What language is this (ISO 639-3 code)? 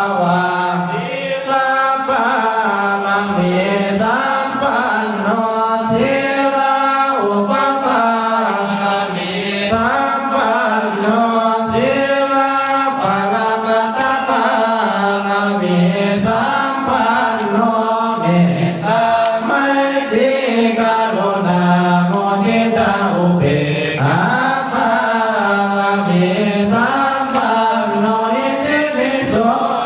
pli